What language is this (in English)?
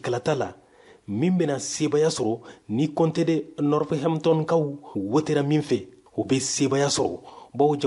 Bambara